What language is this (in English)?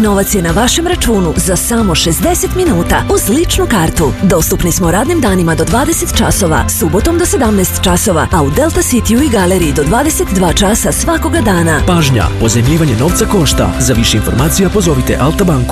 Serbian